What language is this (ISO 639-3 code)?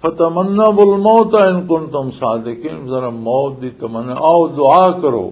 lah